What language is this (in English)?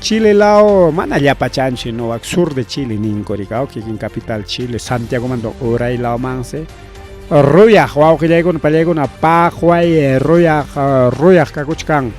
Ayacucho Quechua